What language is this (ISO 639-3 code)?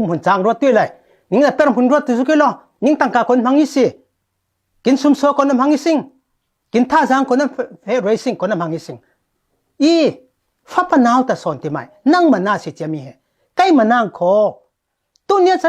cfm